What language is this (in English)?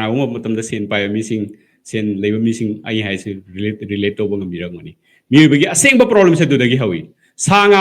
Manipuri